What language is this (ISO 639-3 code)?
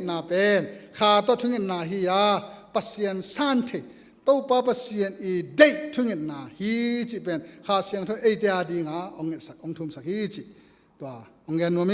ctd